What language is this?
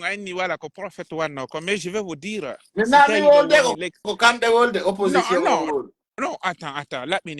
Pular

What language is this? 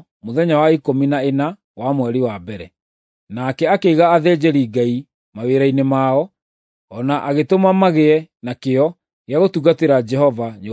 Kikuyu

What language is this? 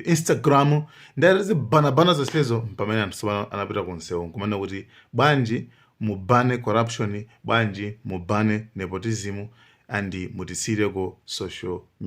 Nyanja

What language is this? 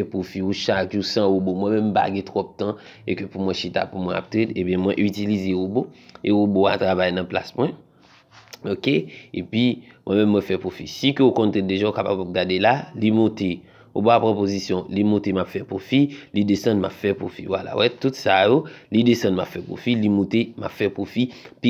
Haitian Creole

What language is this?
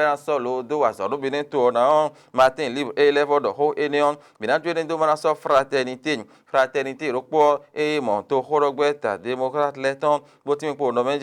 Fon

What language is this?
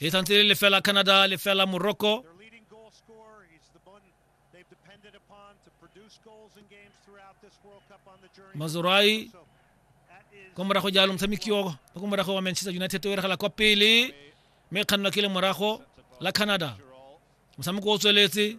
Tswana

